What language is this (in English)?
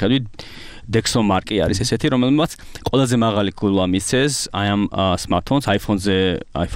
Georgian